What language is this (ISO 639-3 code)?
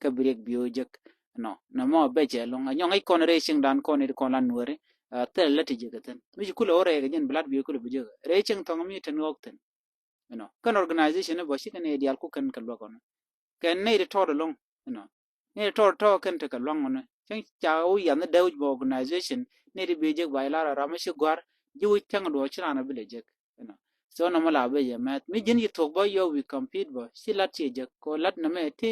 nus